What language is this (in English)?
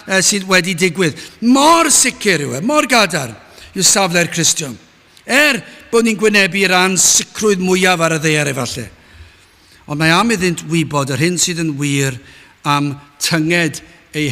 Welsh